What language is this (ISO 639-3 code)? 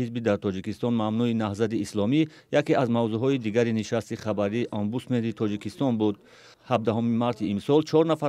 tgk